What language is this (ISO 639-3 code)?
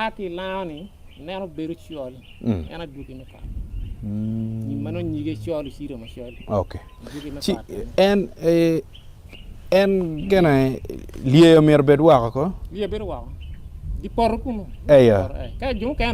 ach